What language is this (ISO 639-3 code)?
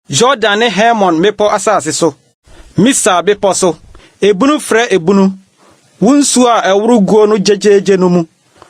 aka